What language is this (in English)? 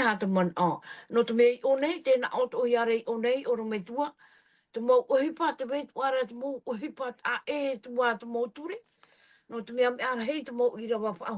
Tahitian